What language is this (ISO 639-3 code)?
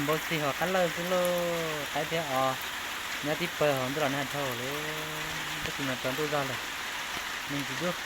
hmn